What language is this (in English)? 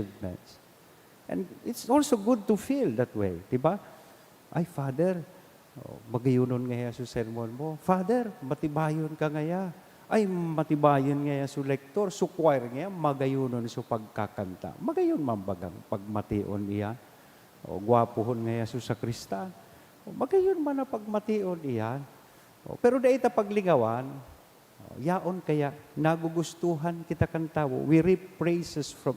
Bikol